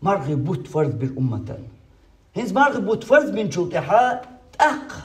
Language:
Chechen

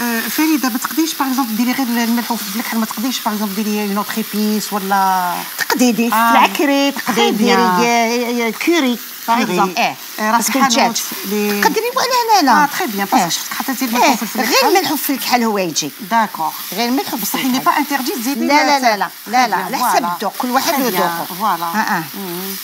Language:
Algerian Arabic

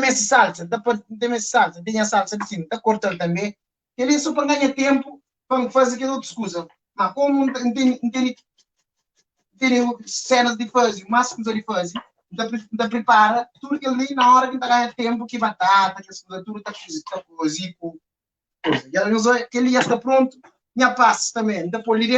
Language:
Kabuverdianu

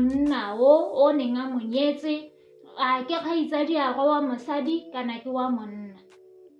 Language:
Tswana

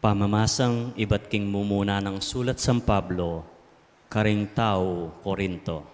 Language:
Pampanga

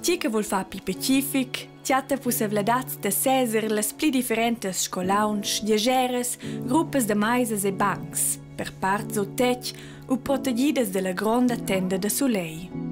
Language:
Romansh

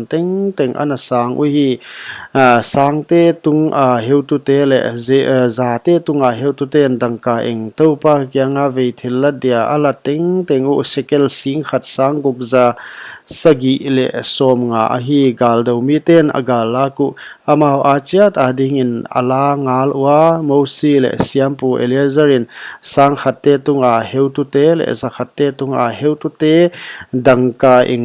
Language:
Paite Chin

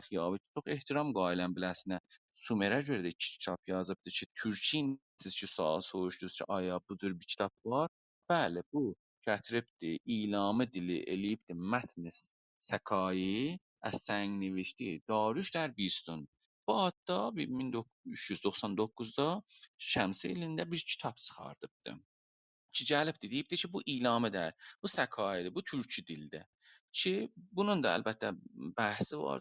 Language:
South Azerbaijani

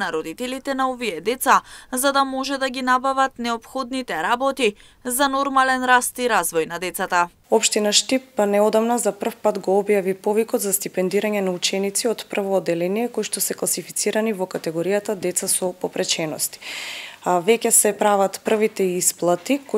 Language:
Macedonian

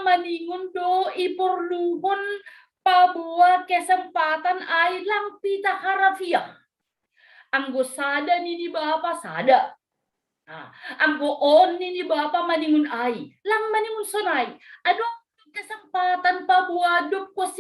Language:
Batak Simalungun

